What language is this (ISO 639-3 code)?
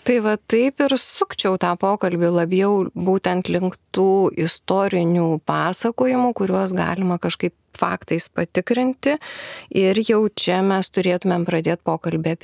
lit